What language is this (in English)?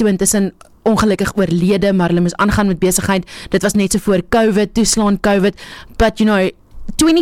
Afrikaans